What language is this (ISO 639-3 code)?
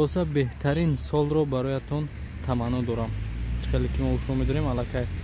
tgk